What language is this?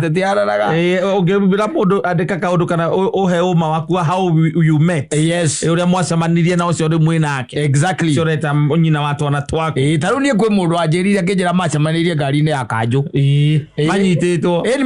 Kikuyu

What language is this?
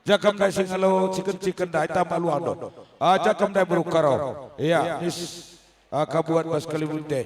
Batak Karo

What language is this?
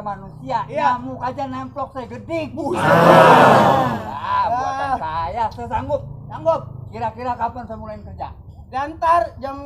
Betawi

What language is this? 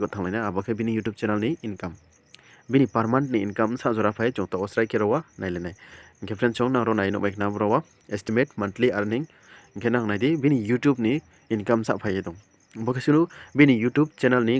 Riang (India)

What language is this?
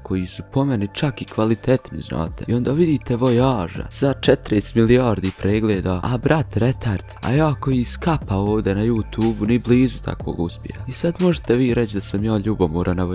Bosnian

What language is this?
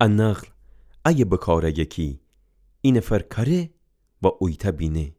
Gilaki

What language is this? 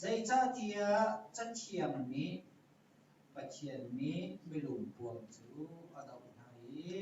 Hakha Chin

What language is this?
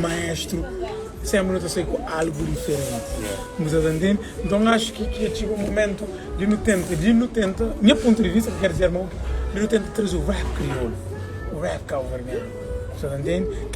Kabuverdianu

